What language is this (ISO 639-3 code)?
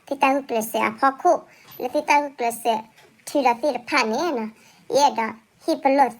ksw